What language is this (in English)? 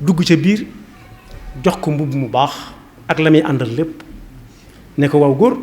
Wolof